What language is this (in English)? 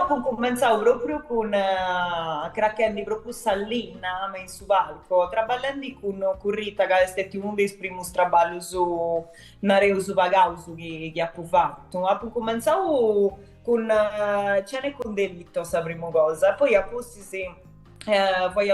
Sardinian